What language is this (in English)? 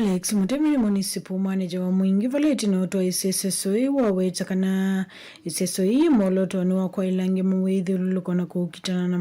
Kamba